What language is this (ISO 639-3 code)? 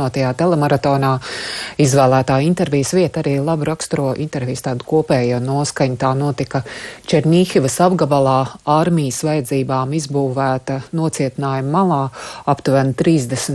lav